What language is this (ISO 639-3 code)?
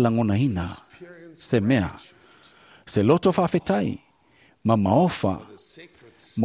smo